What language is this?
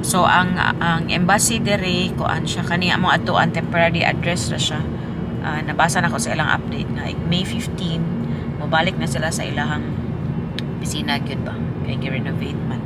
Cebuano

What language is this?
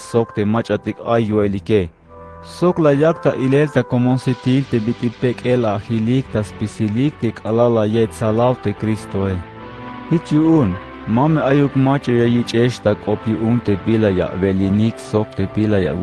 Tzeltal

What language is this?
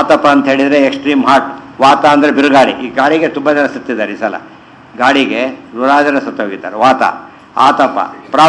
Kannada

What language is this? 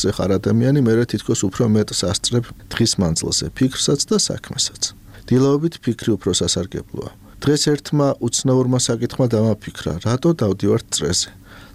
Georgian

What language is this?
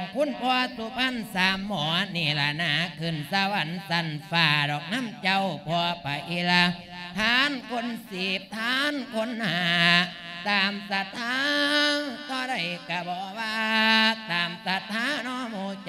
Lao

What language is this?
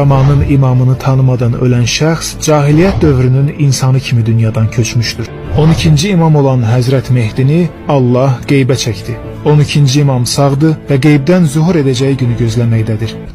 Azerbaijani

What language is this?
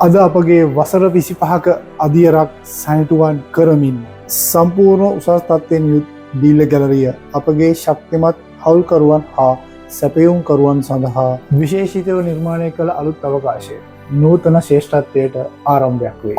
Sinhala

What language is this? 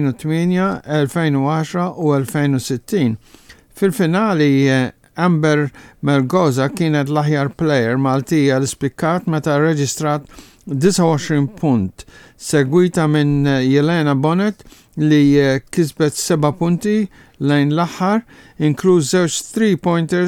Maltese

